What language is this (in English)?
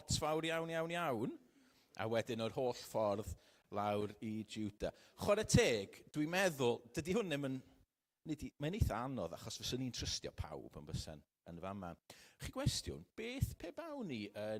Welsh